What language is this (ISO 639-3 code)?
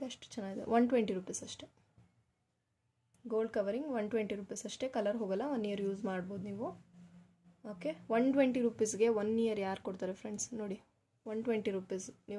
kan